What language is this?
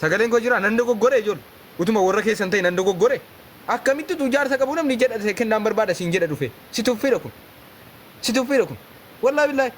Oromo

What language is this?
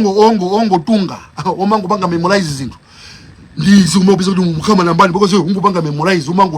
Nyanja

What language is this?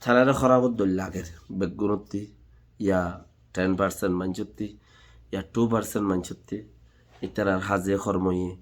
Rohingya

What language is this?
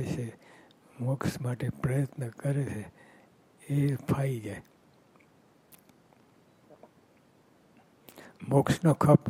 Gujarati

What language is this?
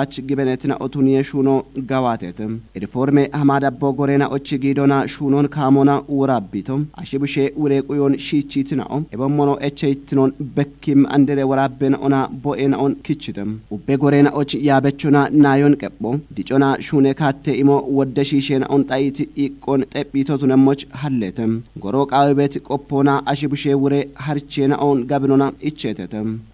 Kafa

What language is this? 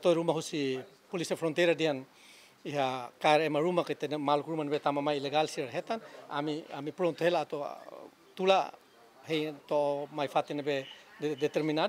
Tetum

